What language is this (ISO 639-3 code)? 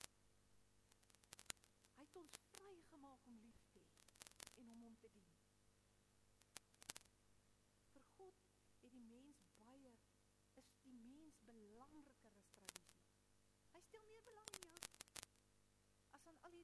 afr